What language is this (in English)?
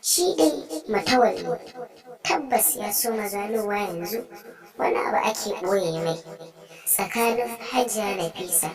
Hausa